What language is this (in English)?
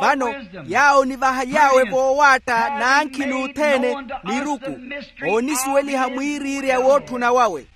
Makhuwa